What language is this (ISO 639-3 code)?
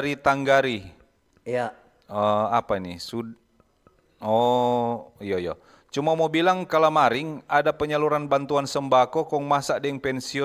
xmm